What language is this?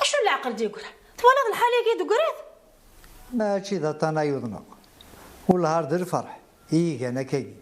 Kabyle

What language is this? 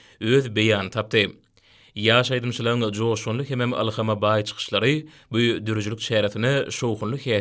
Turkmen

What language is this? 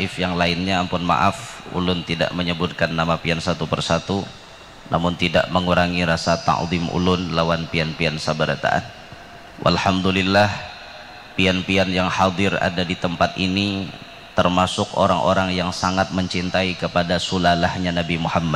Banjar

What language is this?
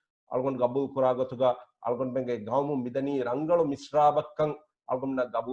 Divehi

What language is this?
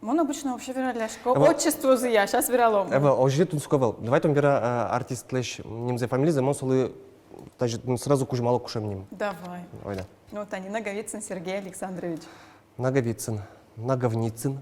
Udmurt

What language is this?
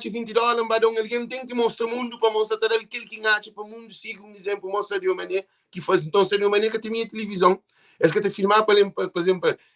Kabuverdianu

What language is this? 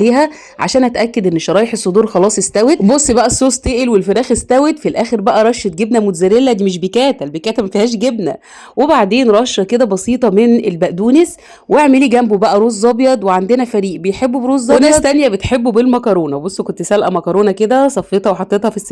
Egyptian Arabic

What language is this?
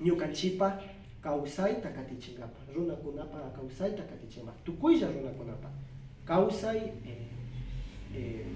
Imbabura Highland Quichua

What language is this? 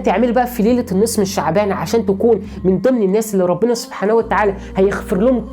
Egyptian Arabic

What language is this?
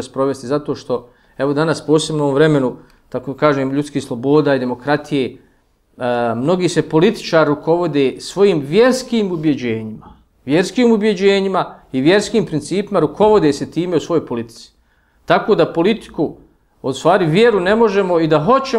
Bosnian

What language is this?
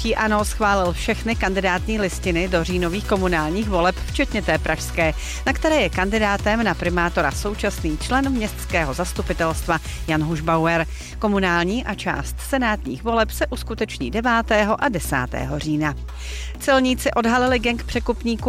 Czech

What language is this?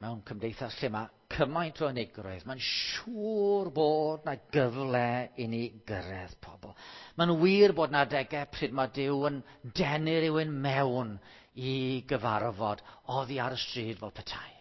Welsh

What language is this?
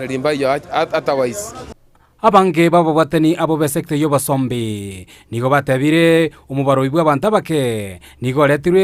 Gusii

